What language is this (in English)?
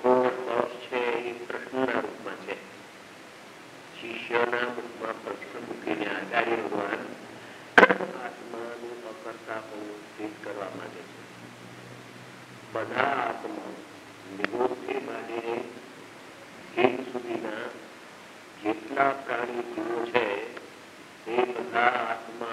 Gujarati